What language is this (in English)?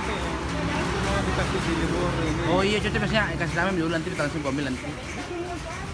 Indonesian